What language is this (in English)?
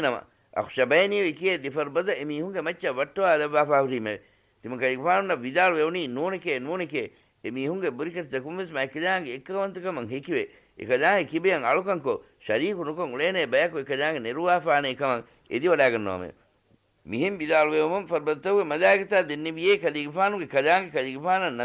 Divehi